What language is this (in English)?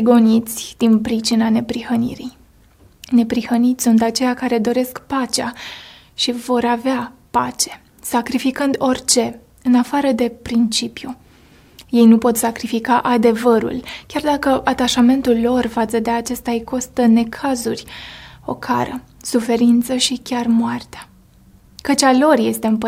Romanian